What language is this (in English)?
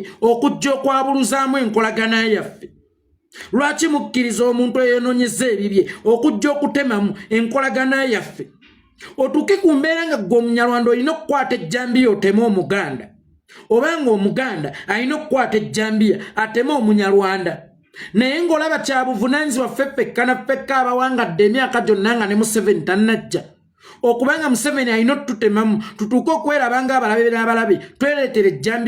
Ganda